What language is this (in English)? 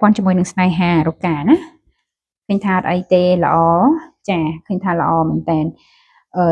Khmer